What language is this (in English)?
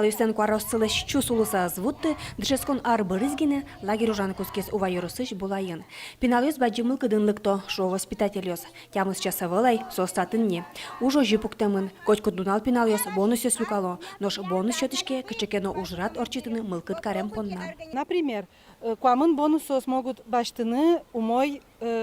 Udmurt